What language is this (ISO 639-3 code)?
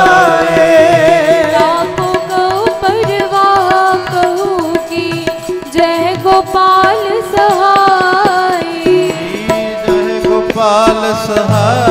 pan